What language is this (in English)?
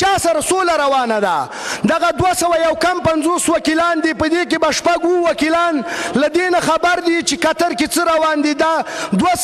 Pashto